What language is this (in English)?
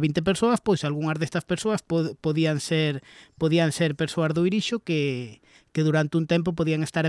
Galician